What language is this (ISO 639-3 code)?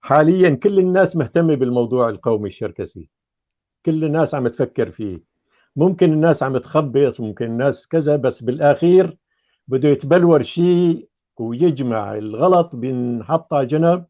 apc